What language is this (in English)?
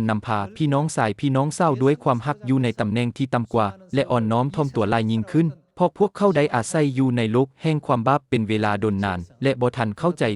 Lao